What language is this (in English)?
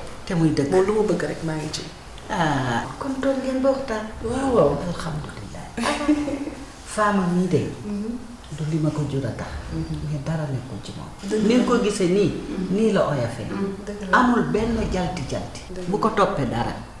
Wolof